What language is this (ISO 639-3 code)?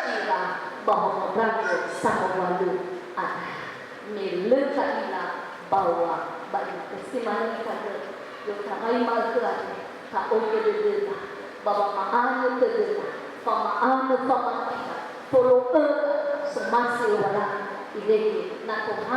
nia